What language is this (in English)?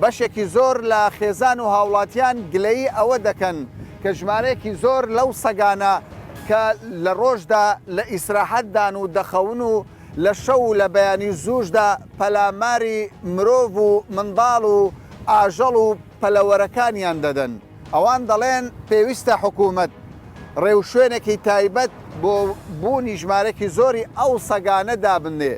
Central Kurdish